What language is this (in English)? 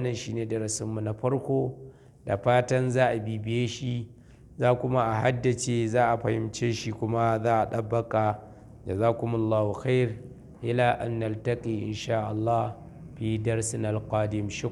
Hausa